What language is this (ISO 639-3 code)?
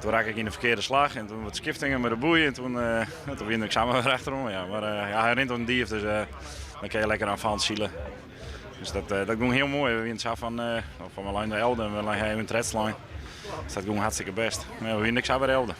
fry